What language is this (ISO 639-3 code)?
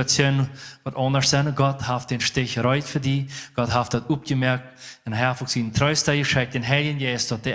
pdt